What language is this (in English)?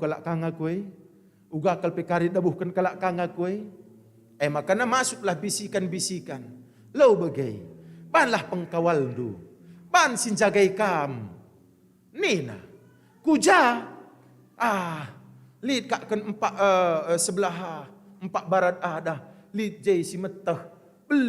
Batak Karo